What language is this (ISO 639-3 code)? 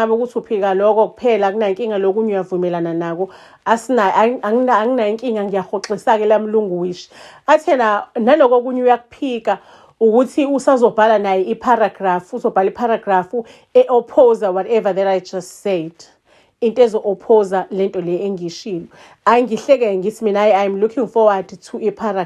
zul